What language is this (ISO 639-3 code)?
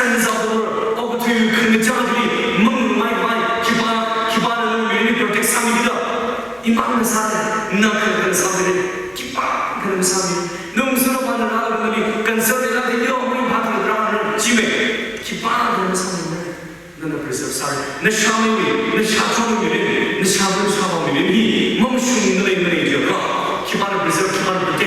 nmf